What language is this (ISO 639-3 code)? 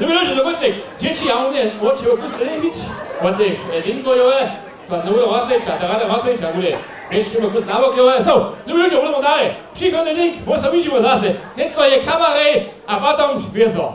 hsb